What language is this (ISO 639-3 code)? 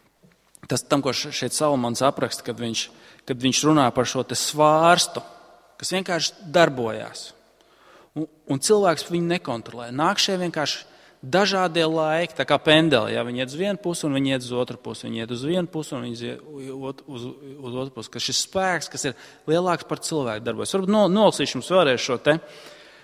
lav